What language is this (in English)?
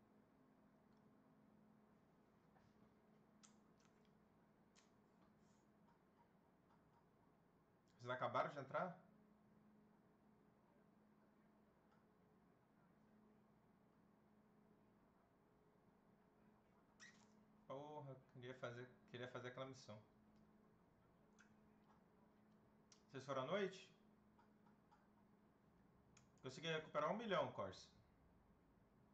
Portuguese